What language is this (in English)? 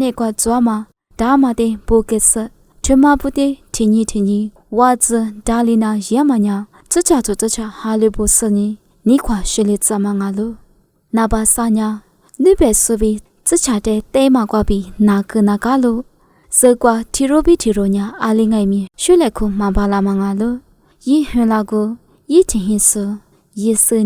Lisu